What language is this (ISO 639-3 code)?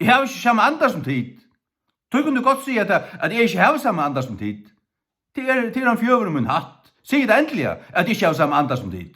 fao